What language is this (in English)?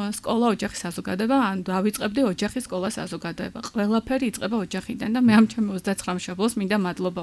Georgian